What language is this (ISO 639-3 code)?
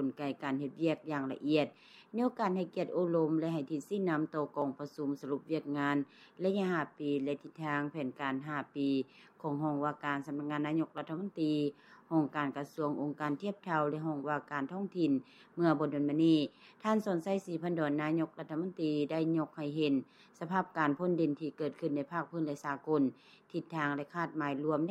lao